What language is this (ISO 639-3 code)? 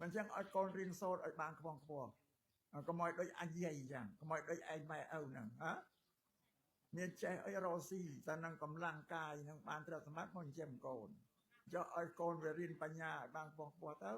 khm